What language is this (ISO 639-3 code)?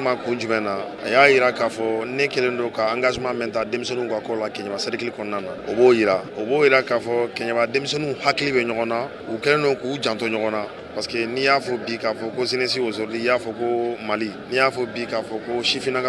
bam